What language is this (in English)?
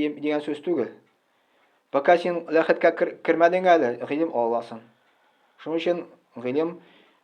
Tatar